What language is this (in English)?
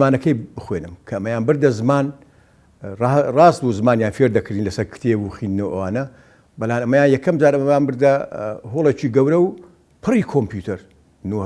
Central Kurdish